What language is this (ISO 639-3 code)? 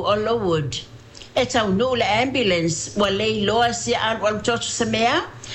smo